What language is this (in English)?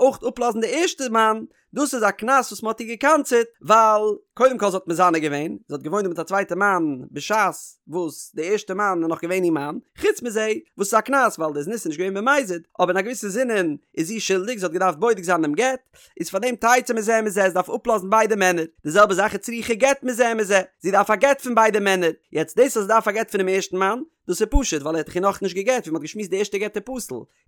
Yiddish